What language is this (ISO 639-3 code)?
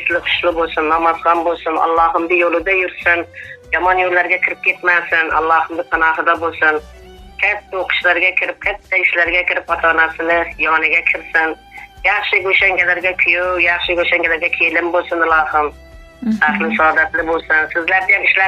uzb